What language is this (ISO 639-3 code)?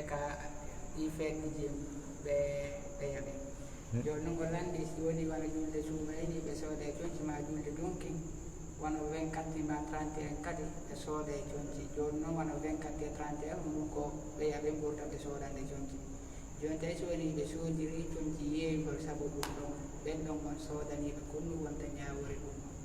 ful